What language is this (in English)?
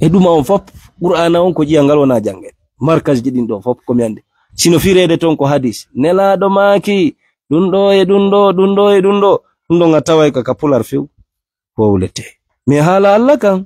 Fula